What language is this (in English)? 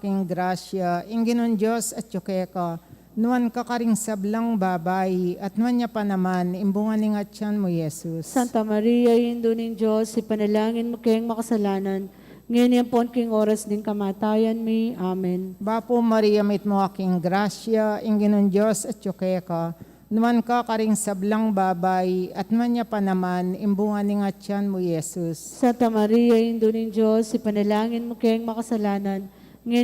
Pampanga